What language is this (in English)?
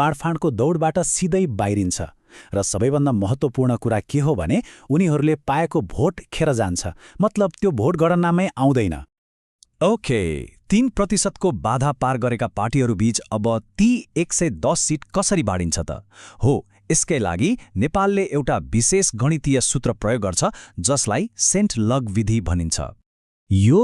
Nepali